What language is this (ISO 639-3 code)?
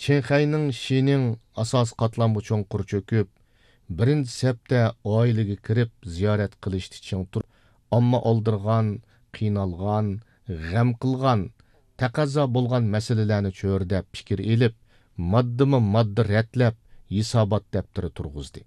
uig